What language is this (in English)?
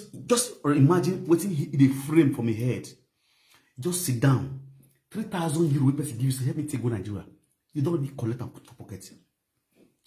Nigerian Pidgin